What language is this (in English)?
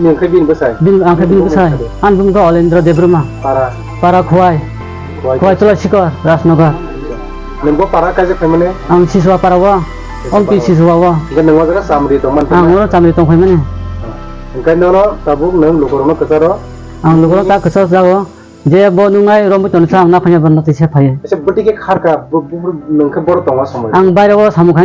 Kok Borok